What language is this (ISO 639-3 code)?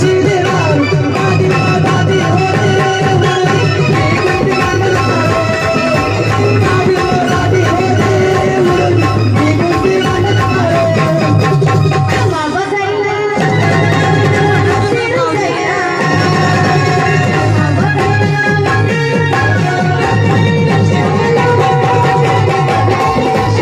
kan